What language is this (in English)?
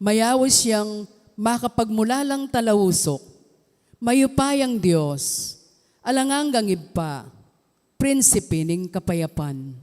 Pampanga